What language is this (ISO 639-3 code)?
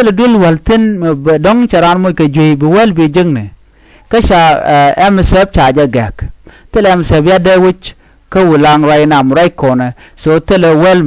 nus